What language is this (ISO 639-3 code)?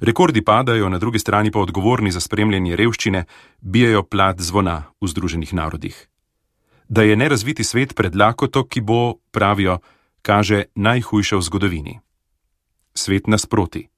slv